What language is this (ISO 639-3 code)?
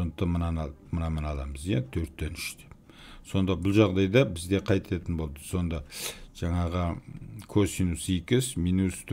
kaz